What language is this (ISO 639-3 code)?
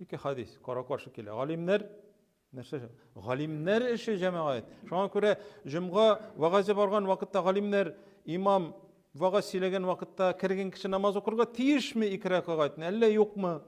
tat